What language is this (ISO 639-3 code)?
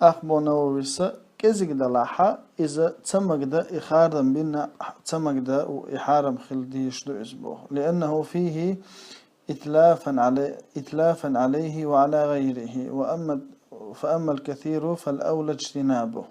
che